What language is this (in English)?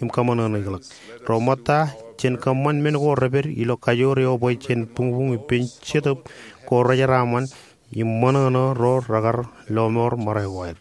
Marshallese